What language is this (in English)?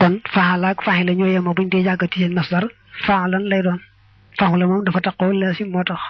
Wolof